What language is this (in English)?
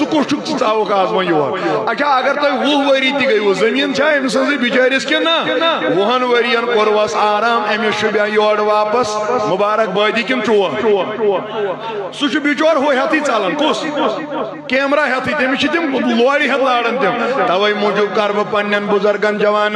Kashmiri